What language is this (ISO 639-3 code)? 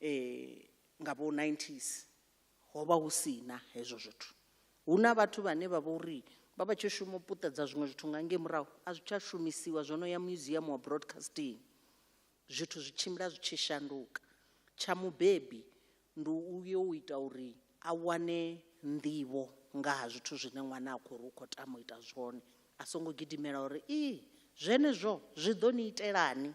ven